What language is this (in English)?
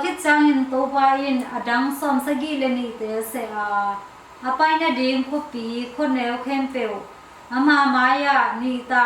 Tedim Chin